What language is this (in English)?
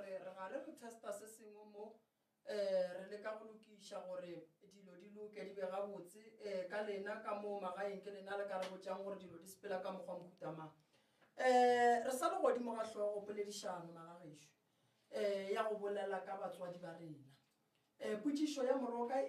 Northern Sotho